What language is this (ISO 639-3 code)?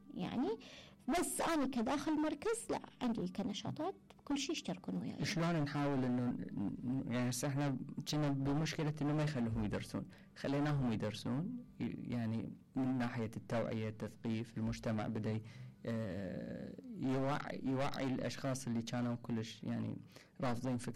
acm